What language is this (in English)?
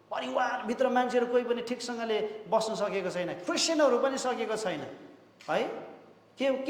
Nepali